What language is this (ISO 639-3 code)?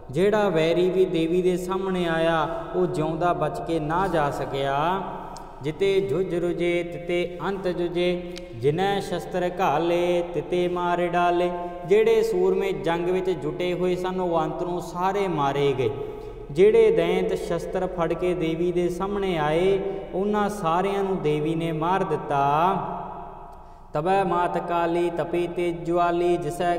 pan